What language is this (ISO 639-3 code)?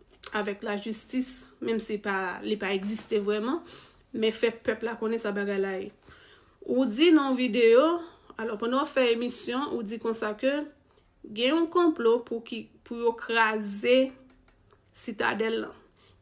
hat